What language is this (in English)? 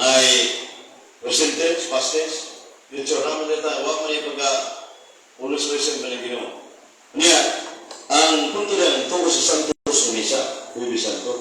Cebuano